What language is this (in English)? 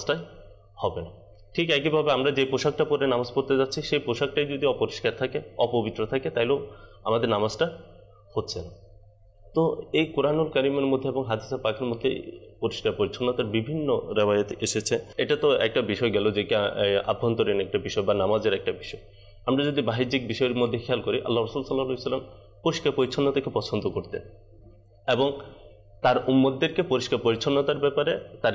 Bangla